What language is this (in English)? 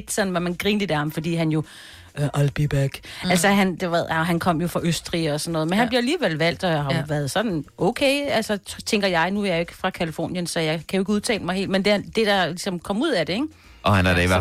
Danish